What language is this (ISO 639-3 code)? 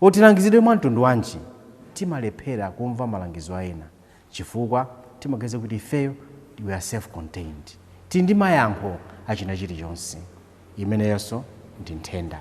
nya